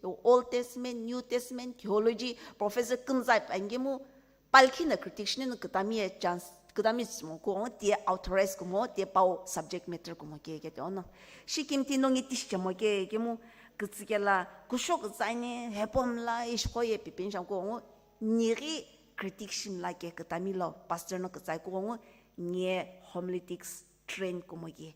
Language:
Sumi Naga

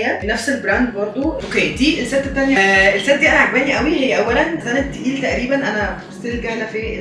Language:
Egyptian Arabic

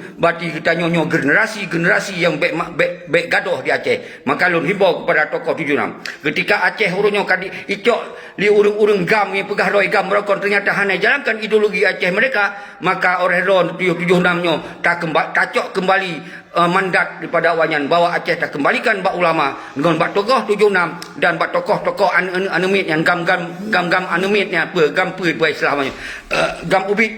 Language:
Achinese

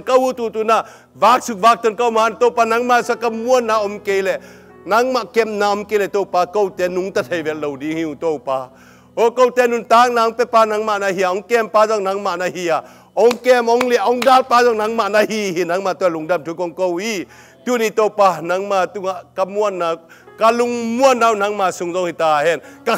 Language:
Tedim Chin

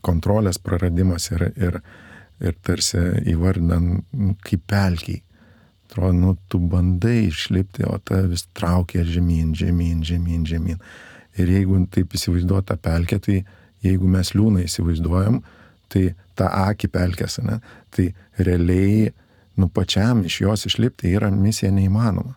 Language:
Lithuanian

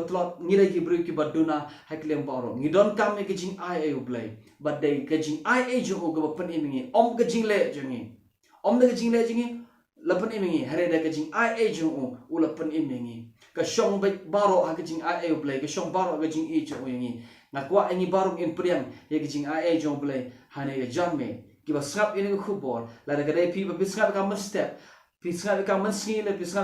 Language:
Khasi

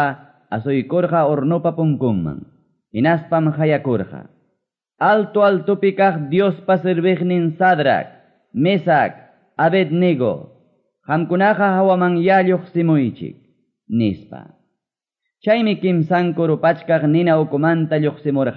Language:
Quechua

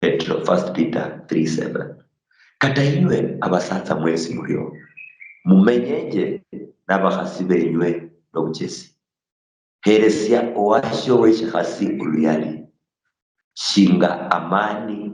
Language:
Luyia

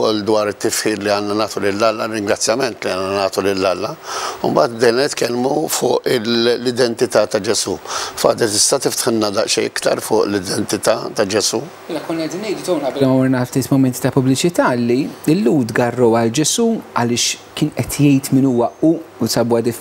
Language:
Maltese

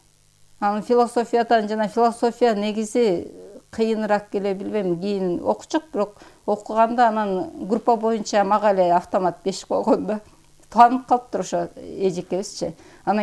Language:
Kyrgyz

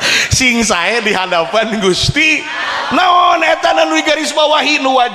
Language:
Sundanese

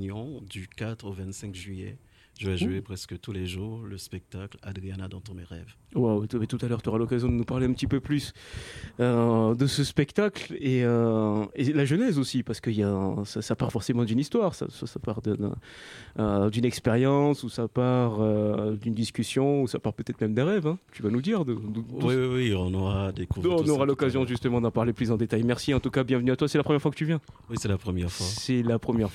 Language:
French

